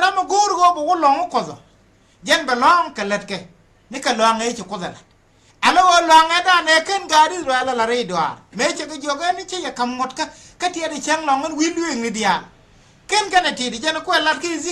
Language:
Nuer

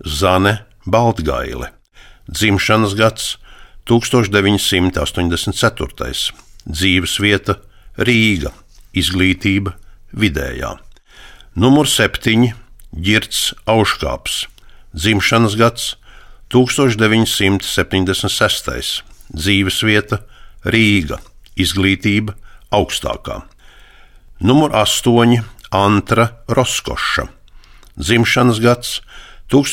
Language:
Latvian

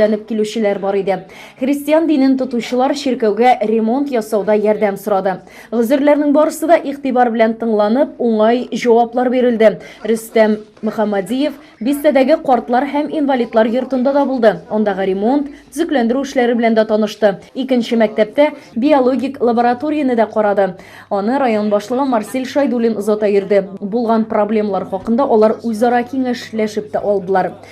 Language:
Tatar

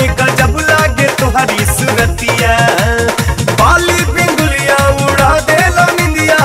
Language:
Bhojpuri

